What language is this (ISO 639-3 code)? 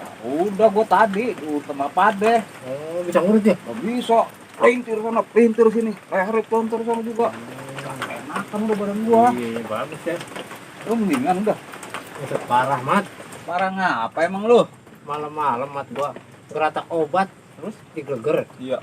bew